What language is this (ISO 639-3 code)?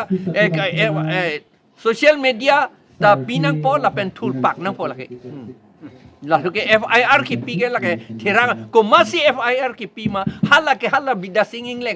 mjw